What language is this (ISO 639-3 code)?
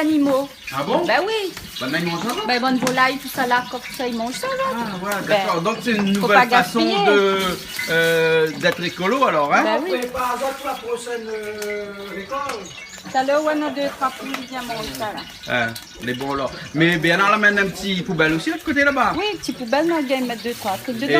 rcf